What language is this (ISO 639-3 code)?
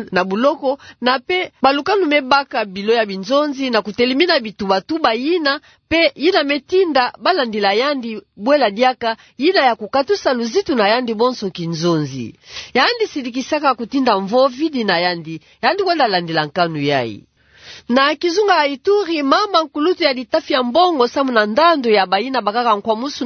ktu